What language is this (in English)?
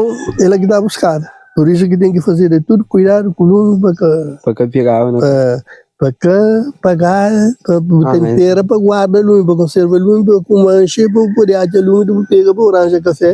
Kabuverdianu